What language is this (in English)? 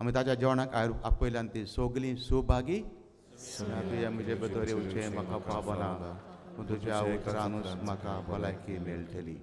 Konkani